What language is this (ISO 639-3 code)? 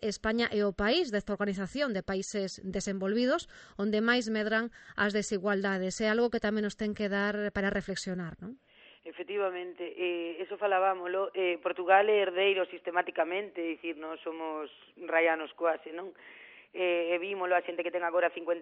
glg